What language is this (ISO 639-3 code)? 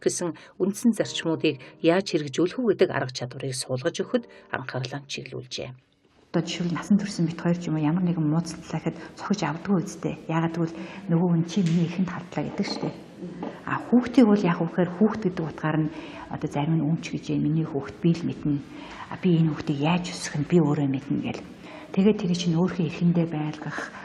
mon